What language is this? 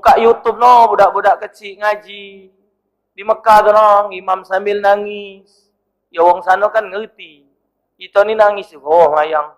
Musi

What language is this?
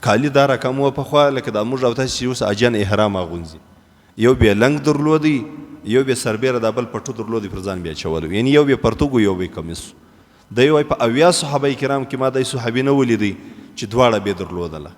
Pashto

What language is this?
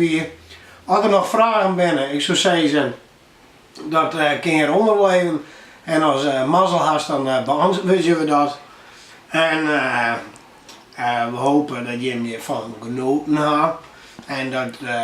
Western Frisian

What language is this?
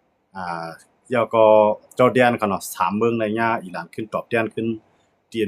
Shan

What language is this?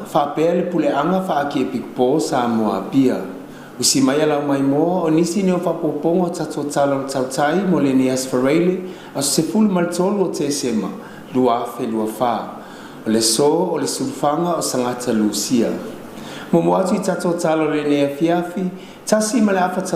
Samoan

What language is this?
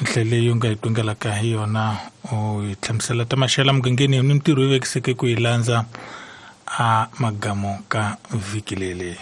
Tsonga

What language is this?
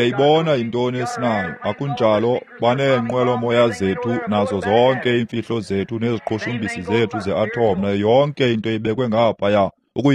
Xhosa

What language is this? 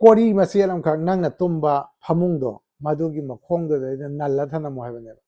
Manipuri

